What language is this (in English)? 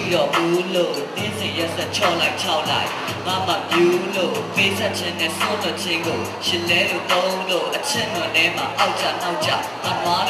Burmese